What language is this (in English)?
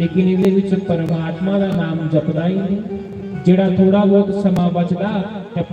Dogri